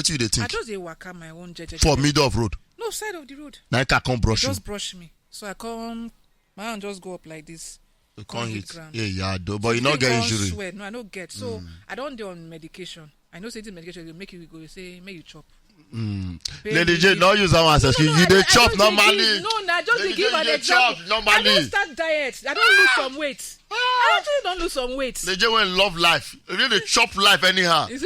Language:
Nigerian Pidgin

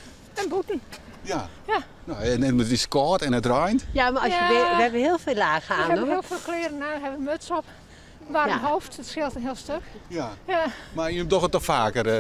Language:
Western Frisian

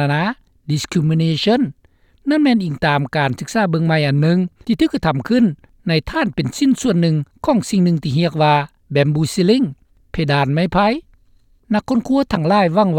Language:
Lao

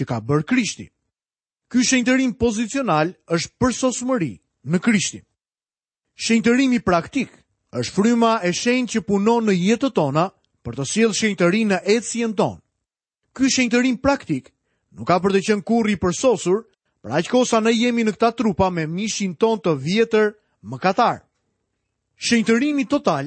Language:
Albanian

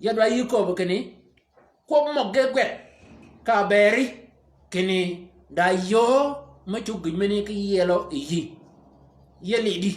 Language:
Shilluk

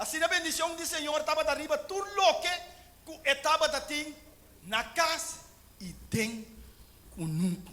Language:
Papiamento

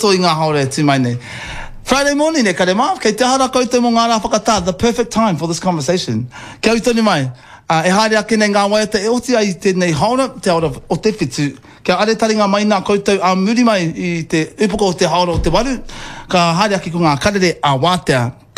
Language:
Māori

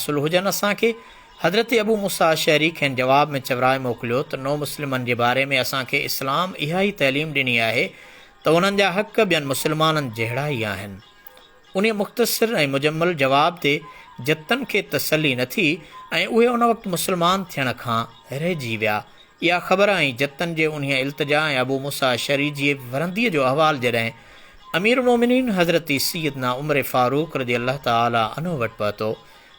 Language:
Sindhi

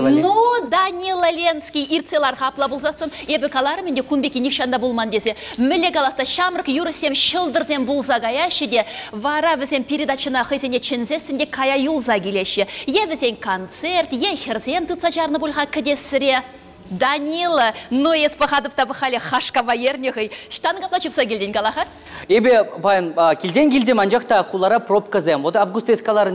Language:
Chuvash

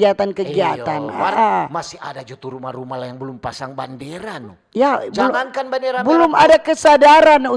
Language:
Manado Malay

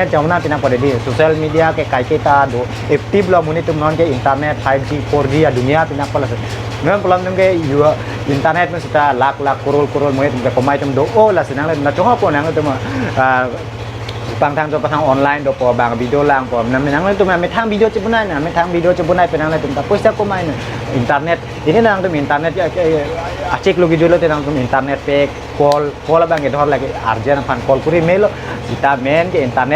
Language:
Karbi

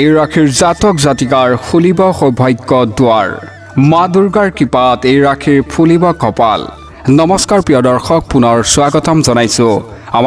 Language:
Assamese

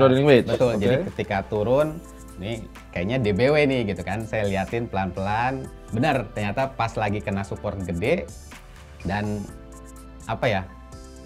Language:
Indonesian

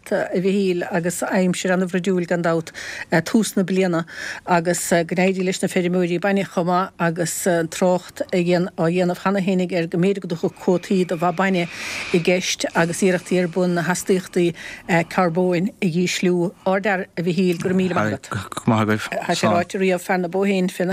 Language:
Irish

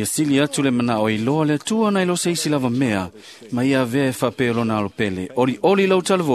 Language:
Samoan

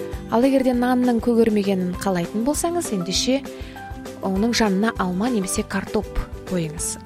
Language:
Kazakh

